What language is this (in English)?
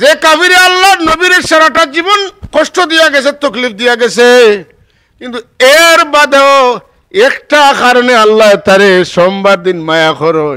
Sylheti